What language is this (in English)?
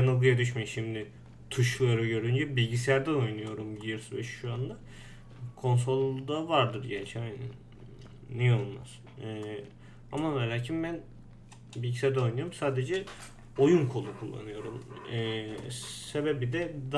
Turkish